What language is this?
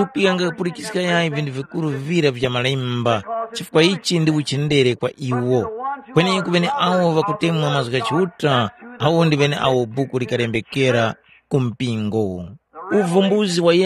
Tumbuka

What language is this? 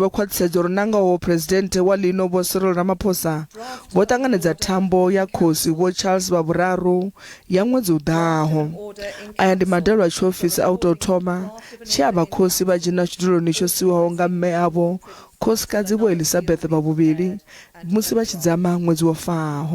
Venda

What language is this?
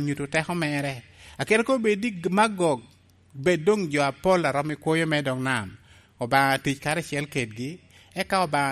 Lango (Uganda)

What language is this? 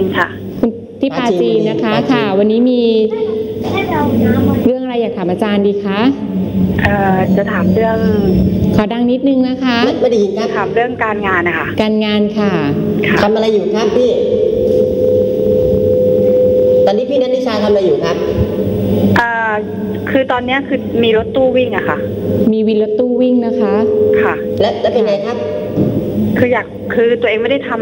Thai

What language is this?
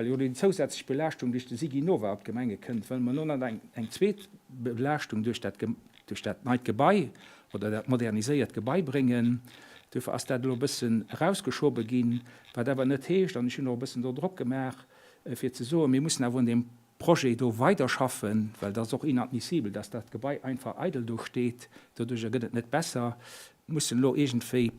Luxembourgish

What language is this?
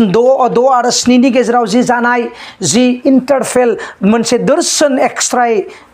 Bodo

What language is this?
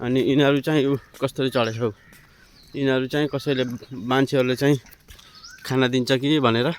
Nepali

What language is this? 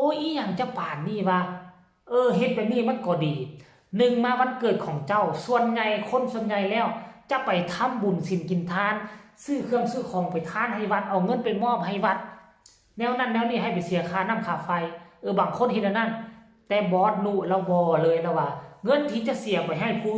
Lao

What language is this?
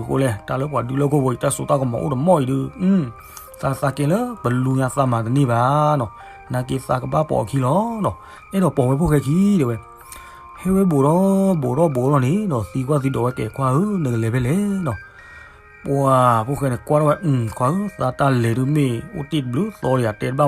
S'gaw Karen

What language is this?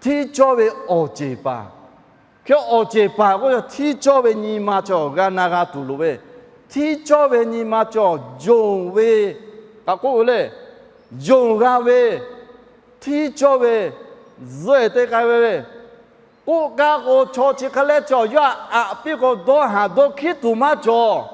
Lahu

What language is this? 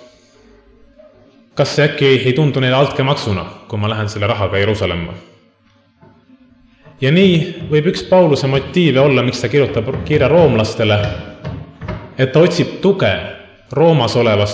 Estonian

